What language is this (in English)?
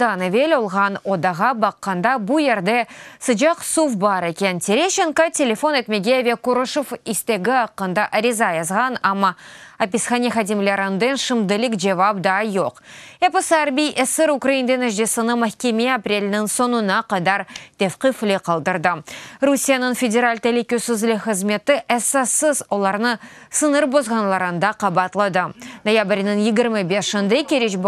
Crimean Tatar